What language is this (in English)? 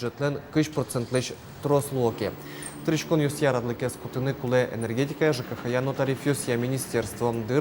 Udmurt